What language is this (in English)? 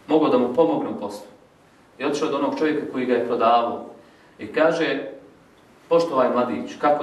Bosnian